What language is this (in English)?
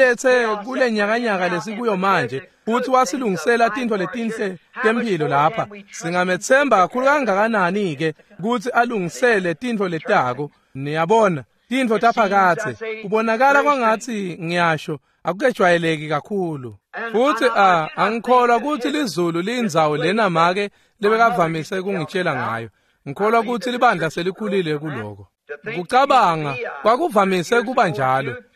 Swati